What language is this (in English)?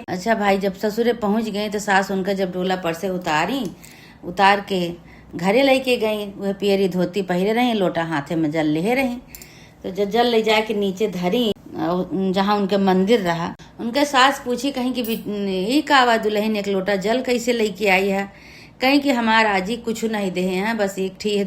Awadhi